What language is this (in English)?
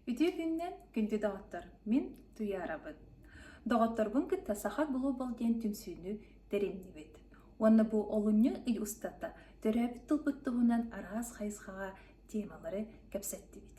Yakut